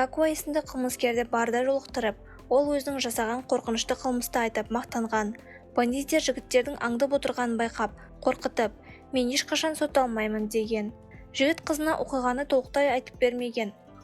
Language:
Kazakh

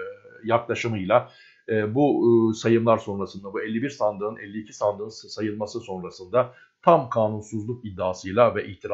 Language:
Turkish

